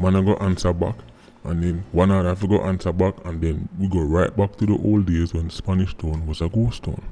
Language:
Jamaican Creole English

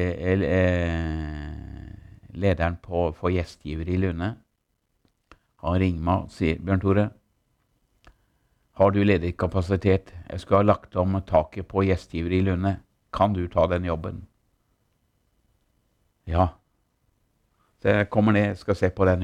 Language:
Norwegian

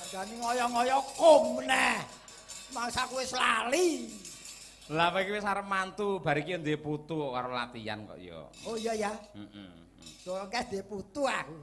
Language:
Javanese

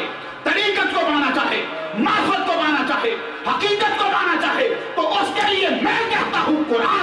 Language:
Urdu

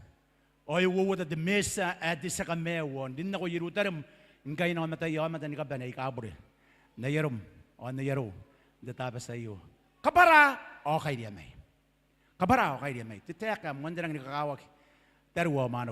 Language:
Gilbertese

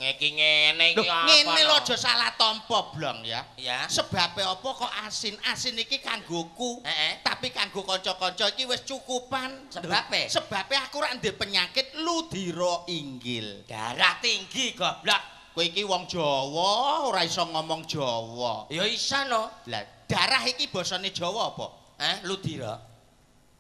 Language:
Javanese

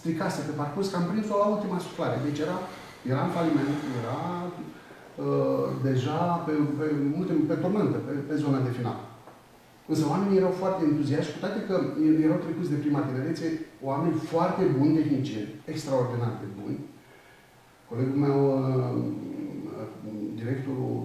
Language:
Romanian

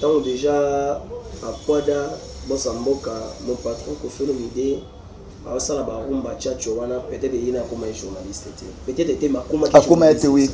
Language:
Lingala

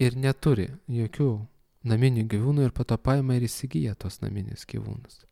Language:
Lithuanian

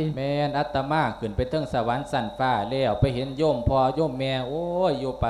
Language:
Lao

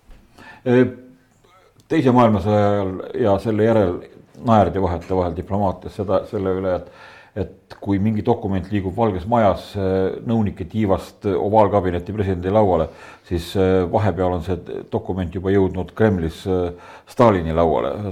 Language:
Estonian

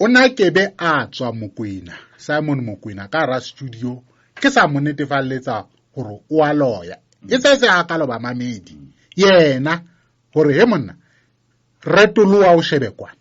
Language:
Southern Sotho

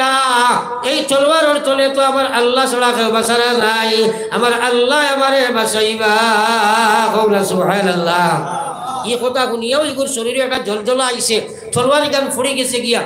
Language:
Sylheti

